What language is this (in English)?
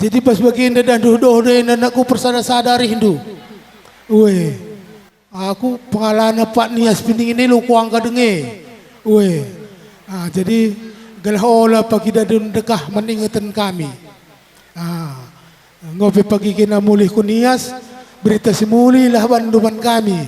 Batak Karo